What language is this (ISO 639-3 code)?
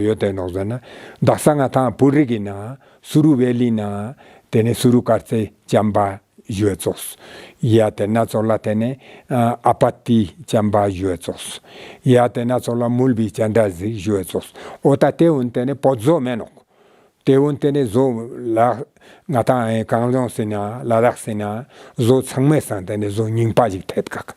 lbj